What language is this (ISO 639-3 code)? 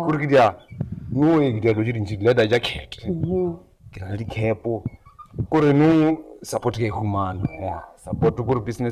nso